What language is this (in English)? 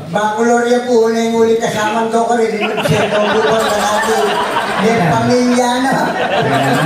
Pampanga